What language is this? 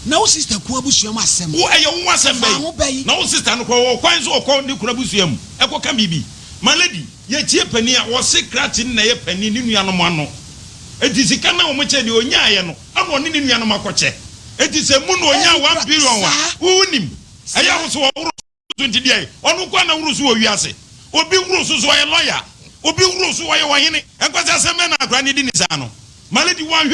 Akan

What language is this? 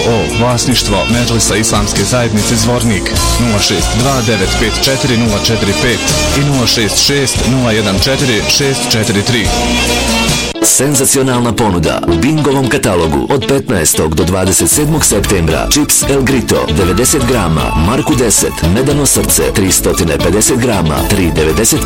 Bosnian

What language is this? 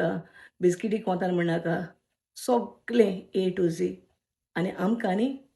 Konkani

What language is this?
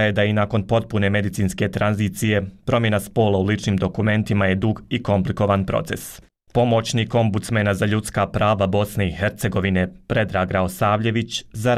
Bosnian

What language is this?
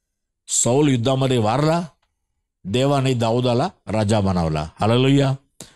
Marathi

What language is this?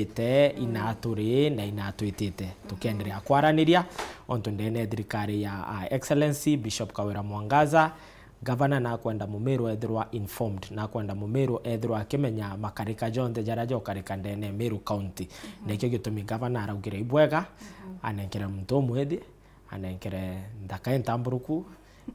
Meru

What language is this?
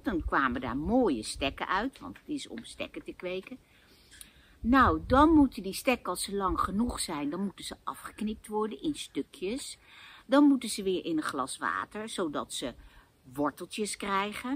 Dutch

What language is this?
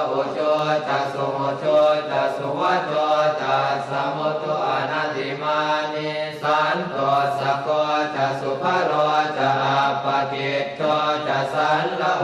Pali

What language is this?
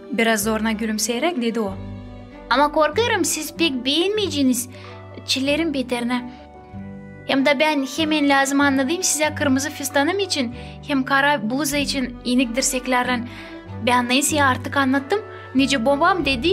Gagauz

